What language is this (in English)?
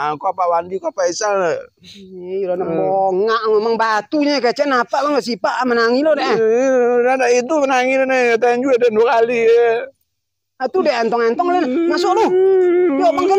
Minangkabau